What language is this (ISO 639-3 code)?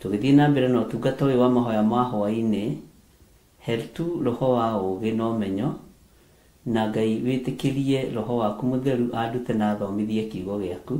kik